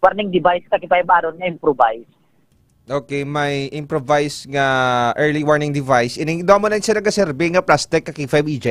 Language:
Hiligaynon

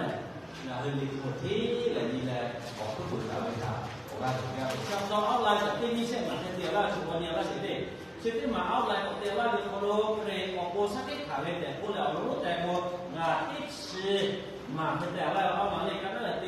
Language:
Lahu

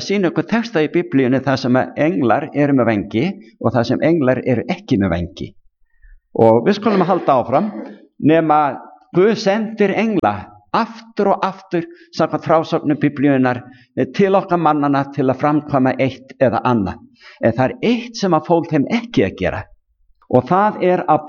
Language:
Icelandic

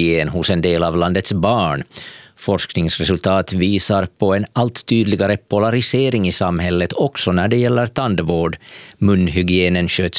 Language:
Swedish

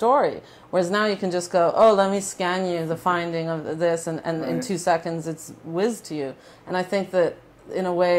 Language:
English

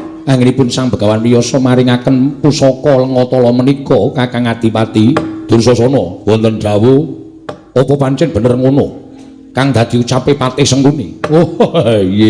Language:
Javanese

